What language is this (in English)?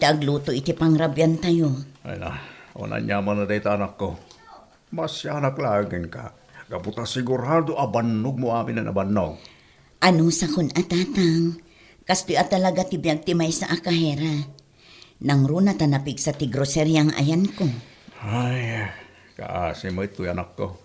Iloko